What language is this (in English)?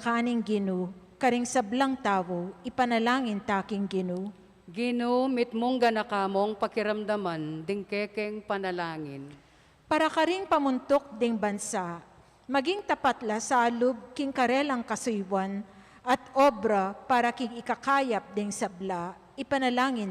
Pampanga